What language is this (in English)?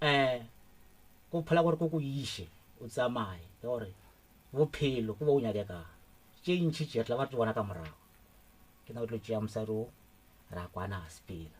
Northern Sotho